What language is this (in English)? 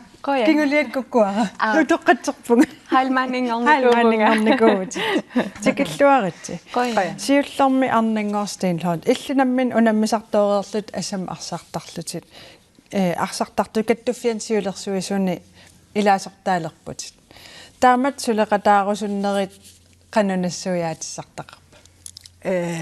Kalaallisut